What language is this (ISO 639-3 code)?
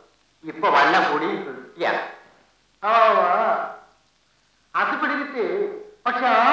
mal